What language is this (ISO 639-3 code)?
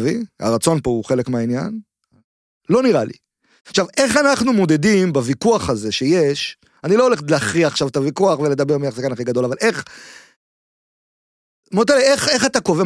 heb